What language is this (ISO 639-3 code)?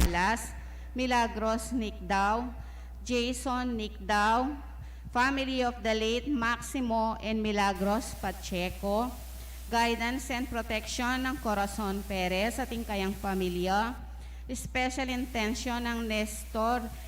pam